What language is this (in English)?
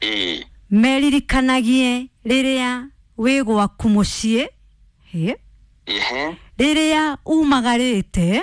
Kikuyu